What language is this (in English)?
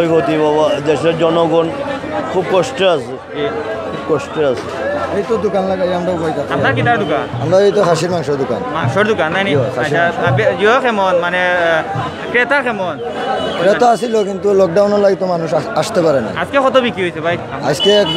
Sylheti